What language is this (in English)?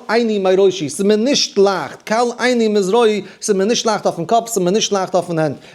Yiddish